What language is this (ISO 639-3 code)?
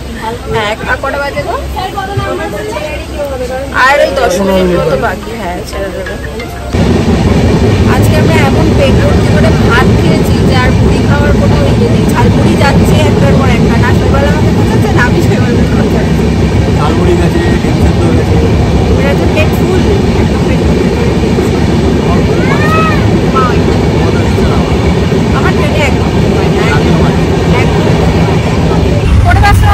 ben